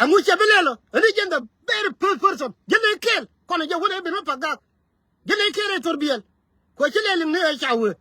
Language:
Nuer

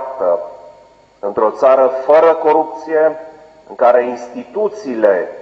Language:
Romanian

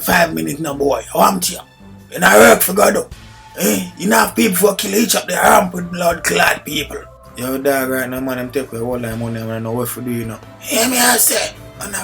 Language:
Jamaican Creole English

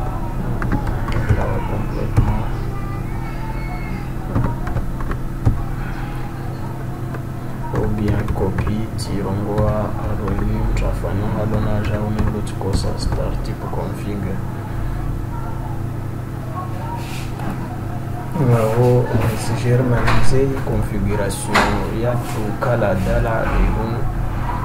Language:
Swahili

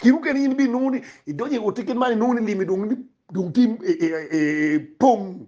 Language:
Acoli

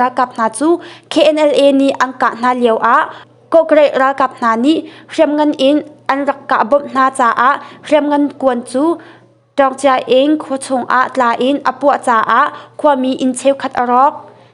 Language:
Hakha Chin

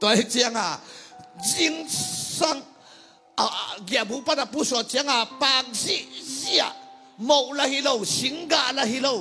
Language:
Tedim Chin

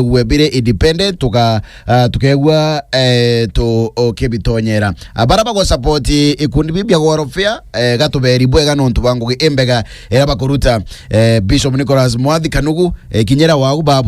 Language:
Meru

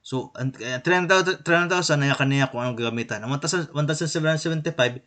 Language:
Waray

